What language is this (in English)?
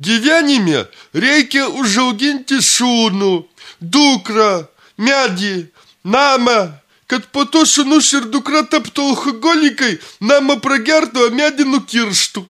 Lithuanian